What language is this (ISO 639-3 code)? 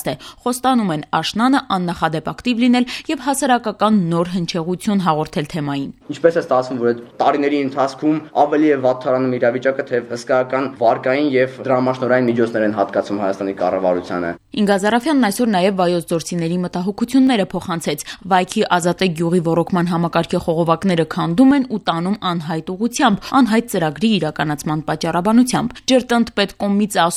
hye